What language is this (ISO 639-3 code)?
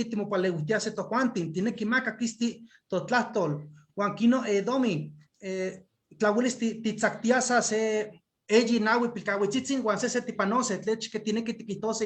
nhe